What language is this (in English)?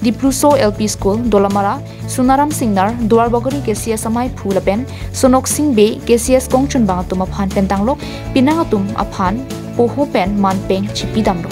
Karbi